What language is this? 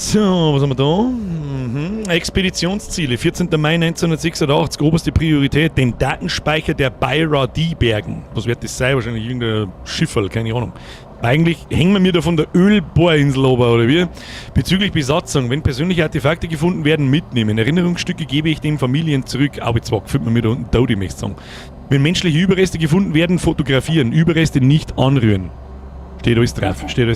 Bavarian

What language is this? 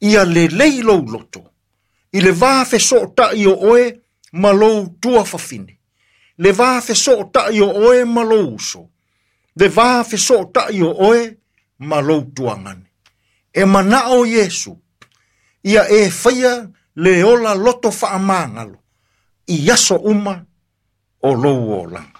Samoan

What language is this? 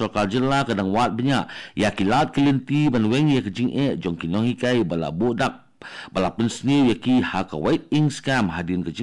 Khasi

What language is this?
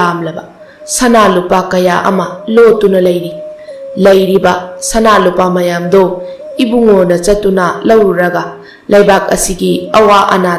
Manipuri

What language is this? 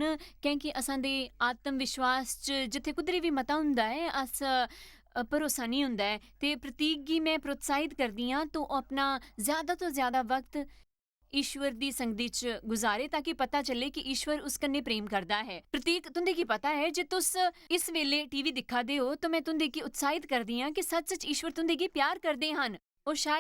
Dogri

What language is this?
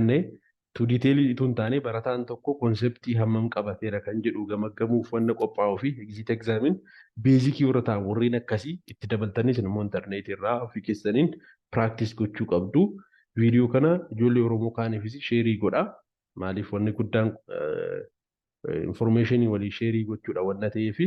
Oromo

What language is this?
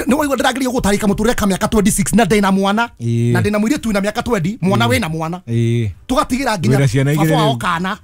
Kikuyu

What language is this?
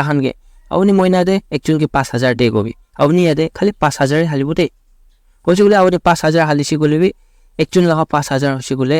Naga Pidgin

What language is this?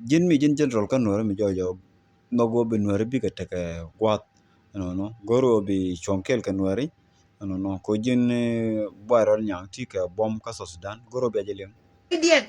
Nuer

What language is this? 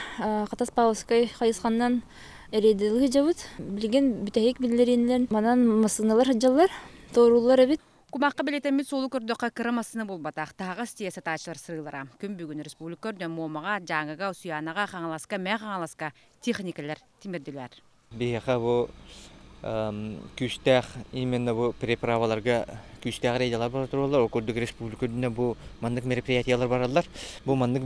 Yakut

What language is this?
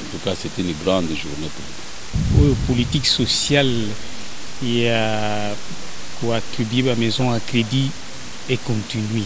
Lingala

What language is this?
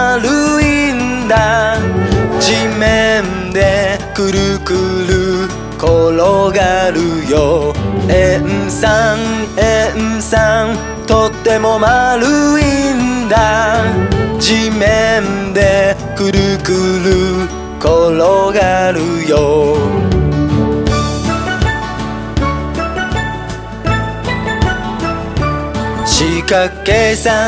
Japanese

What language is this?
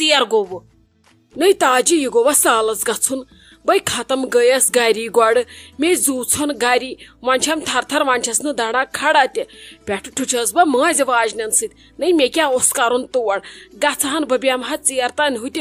Kashmiri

